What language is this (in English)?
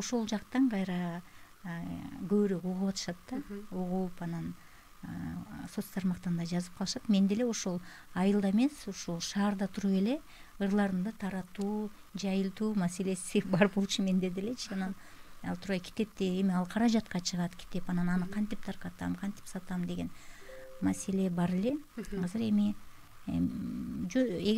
Kyrgyz